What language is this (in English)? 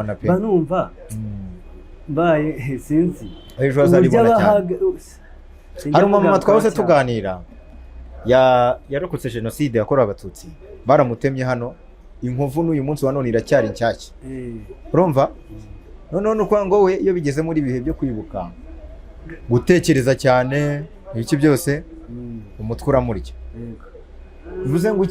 Kinyarwanda